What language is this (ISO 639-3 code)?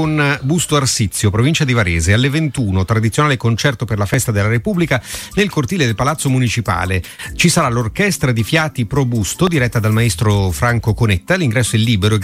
ita